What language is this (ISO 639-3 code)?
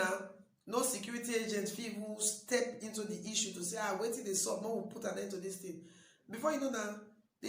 pcm